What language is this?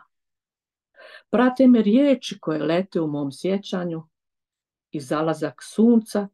Croatian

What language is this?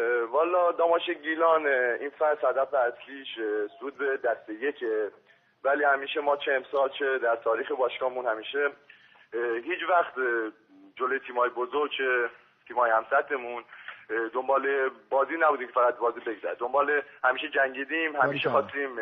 Gilaki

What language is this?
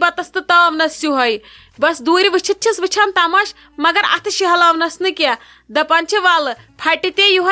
Kashmiri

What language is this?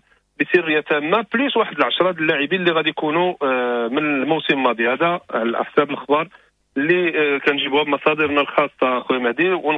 Moroccan Arabic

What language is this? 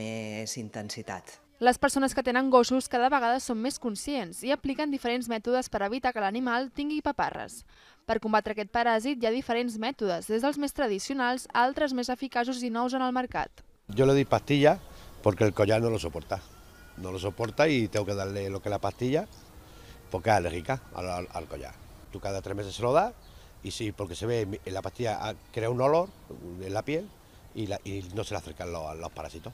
Catalan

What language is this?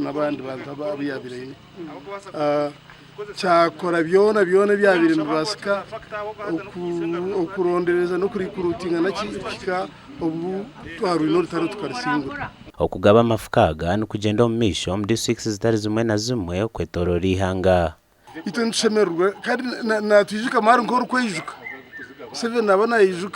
Nyankole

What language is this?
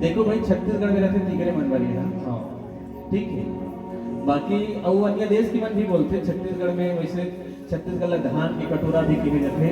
Chhattisgarhi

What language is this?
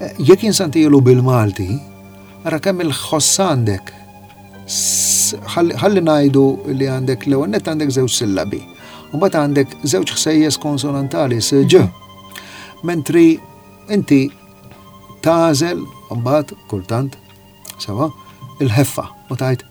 Maltese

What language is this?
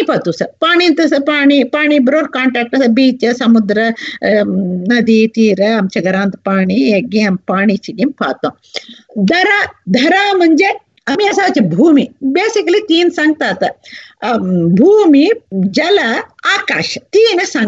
Marathi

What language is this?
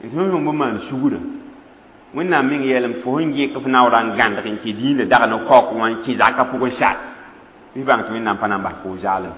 Mossi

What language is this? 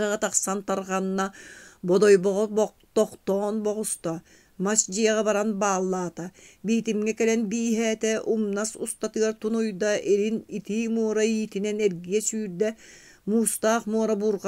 Yakut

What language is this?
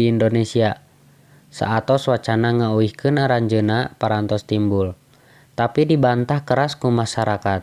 Sundanese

